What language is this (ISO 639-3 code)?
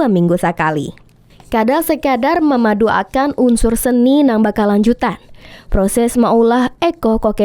bjn